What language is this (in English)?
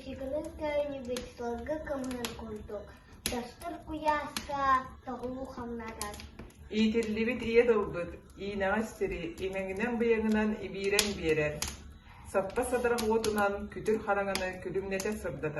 Yakut